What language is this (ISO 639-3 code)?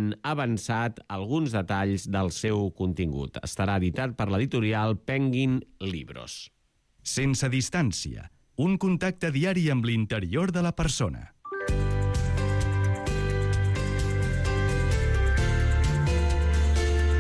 cat